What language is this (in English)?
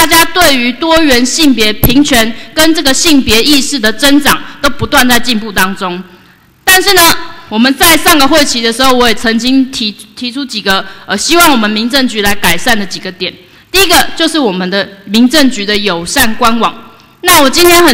Chinese